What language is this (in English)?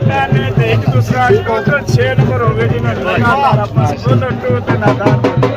Pahari-Potwari